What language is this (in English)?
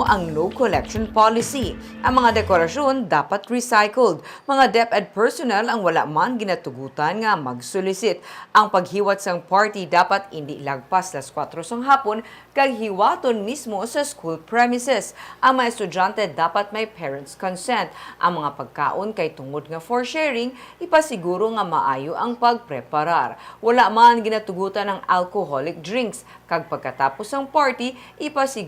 Hiligaynon